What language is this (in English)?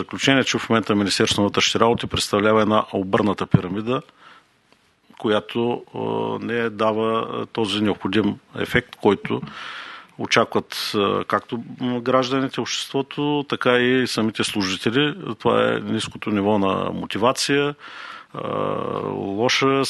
Bulgarian